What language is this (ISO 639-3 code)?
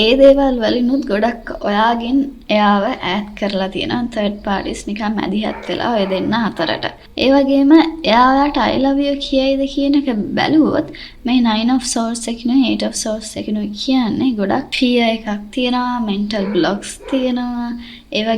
sin